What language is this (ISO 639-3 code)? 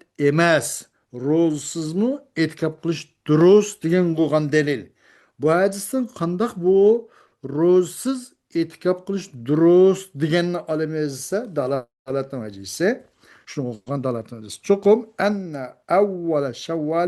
uig